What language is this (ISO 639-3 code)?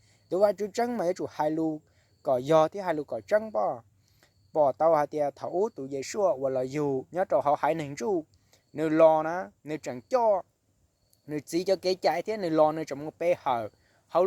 hmn